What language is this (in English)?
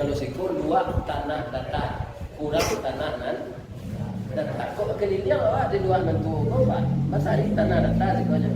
Minangkabau